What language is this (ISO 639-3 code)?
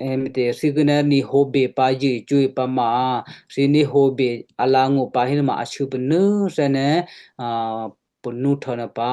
kyu